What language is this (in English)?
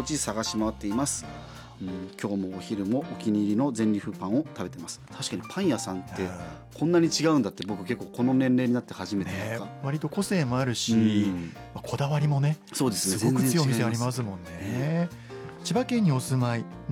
Japanese